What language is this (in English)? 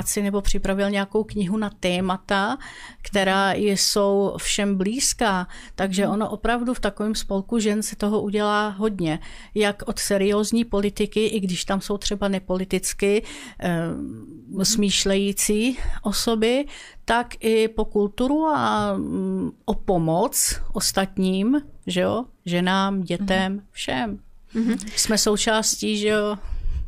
Czech